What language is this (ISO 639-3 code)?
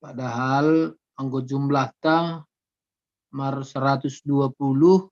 bts